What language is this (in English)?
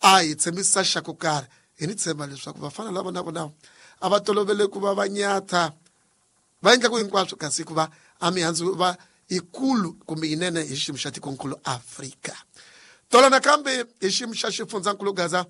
Tsonga